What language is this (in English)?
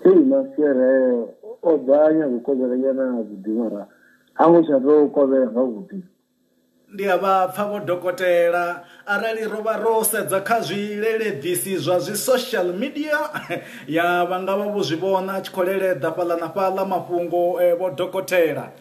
Venda